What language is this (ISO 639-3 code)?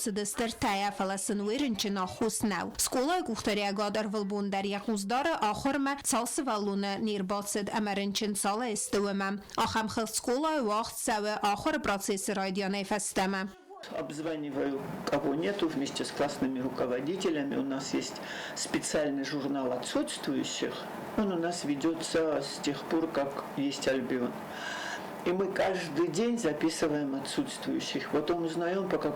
oss